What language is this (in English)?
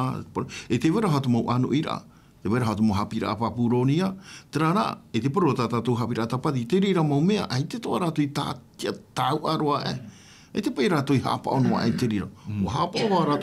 Tahitian